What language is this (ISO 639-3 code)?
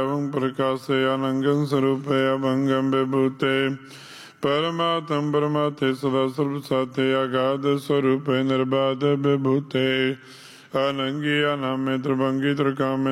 pan